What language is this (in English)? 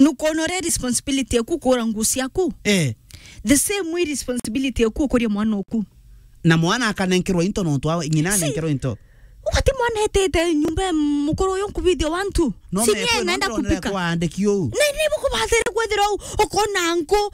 Meru